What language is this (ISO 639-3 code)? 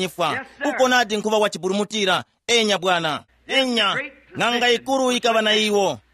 tum